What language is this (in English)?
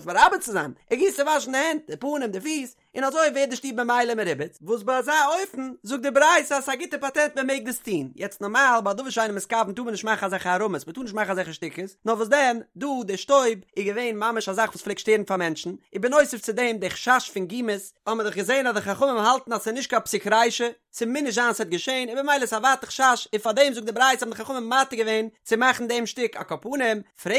Yiddish